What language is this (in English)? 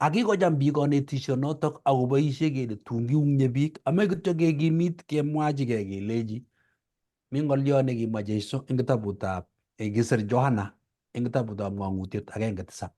Kalenjin